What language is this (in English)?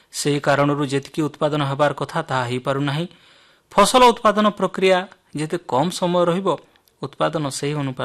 Odia